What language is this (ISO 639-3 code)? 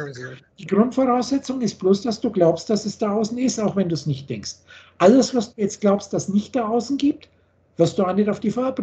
deu